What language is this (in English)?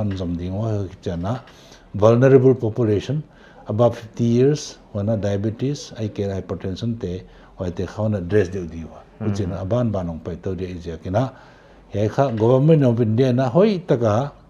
Paite Chin